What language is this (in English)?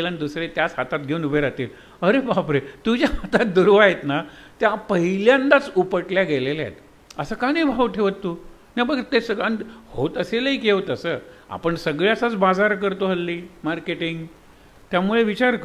Marathi